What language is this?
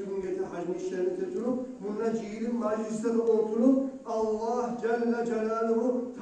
Kumyk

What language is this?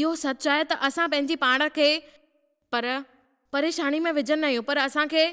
Sindhi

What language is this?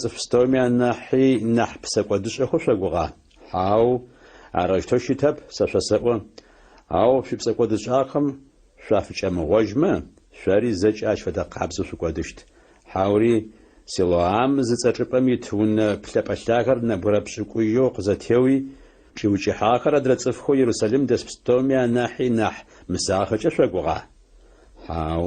Adyghe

